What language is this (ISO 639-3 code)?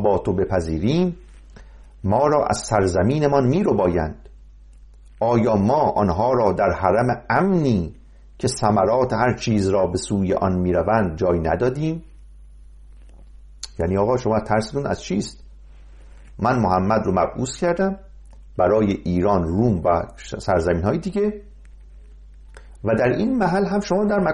fas